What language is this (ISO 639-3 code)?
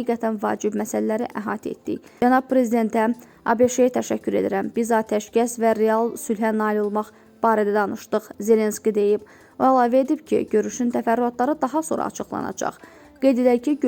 aze